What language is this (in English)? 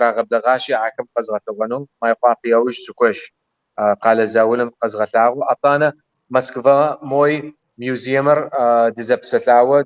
Kabardian